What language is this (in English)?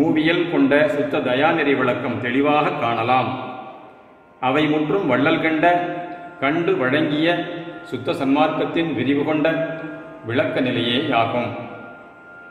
Tamil